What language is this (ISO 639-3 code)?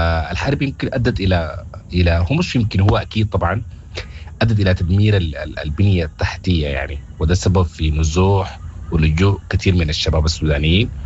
apd